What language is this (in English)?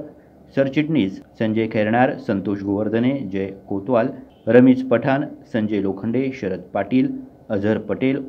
Marathi